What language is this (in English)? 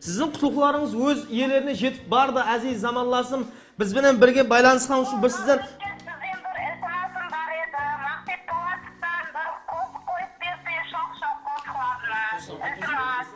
Kara-Kalpak